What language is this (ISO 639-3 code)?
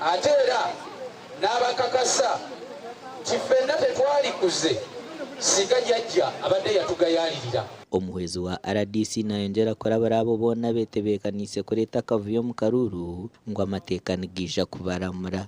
nyn